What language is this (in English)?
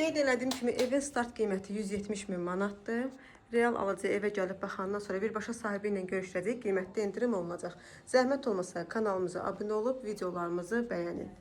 Azerbaijani